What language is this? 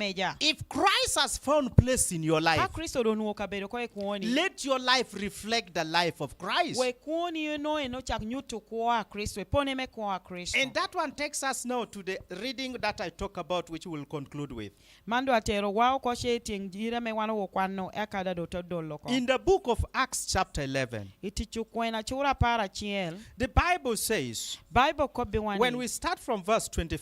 Lango (Uganda)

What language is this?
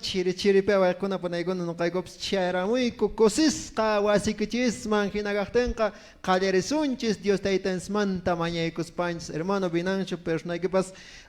Quechua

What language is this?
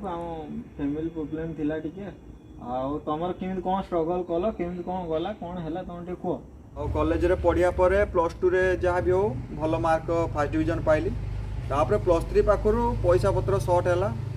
Odia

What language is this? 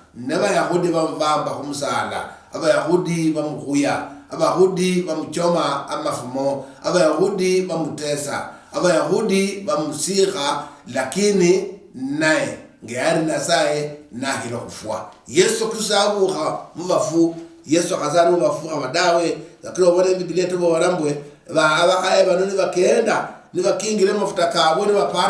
Luyia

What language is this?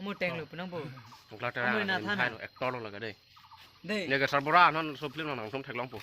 Karbi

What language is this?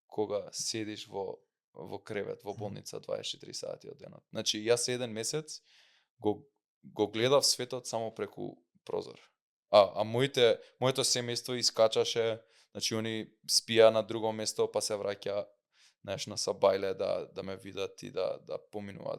Macedonian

